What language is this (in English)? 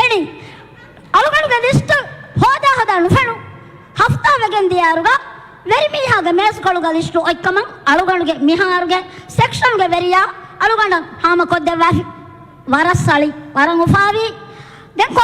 Divehi